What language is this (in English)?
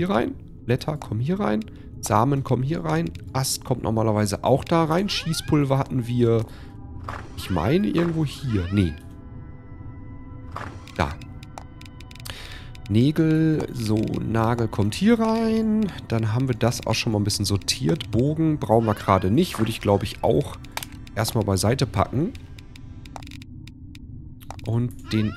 German